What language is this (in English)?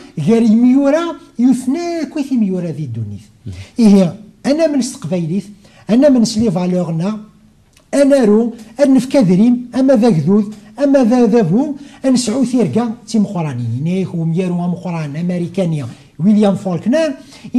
Kabyle